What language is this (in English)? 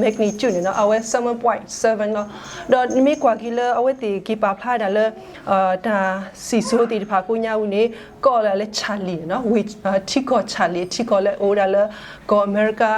S'gaw Karen